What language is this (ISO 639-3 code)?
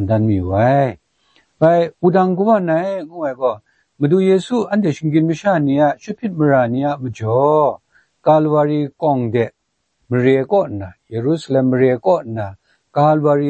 kac